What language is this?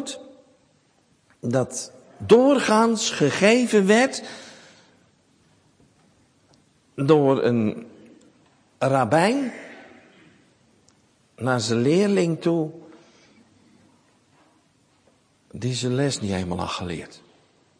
Dutch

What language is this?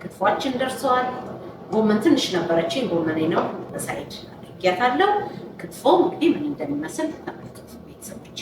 Amharic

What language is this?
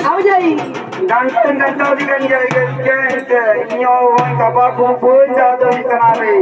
Santali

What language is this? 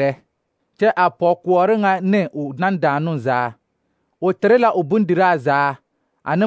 Southern Dagaare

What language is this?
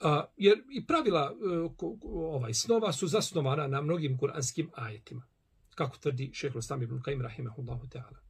Bosnian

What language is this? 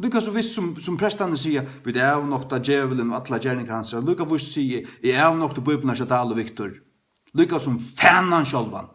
Faroese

